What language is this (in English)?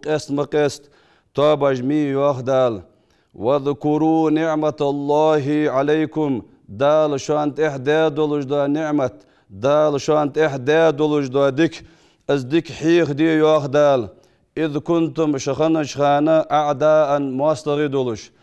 Ingush